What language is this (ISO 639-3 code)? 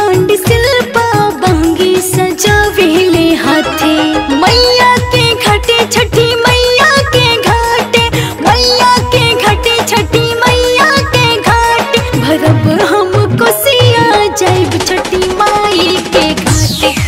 bho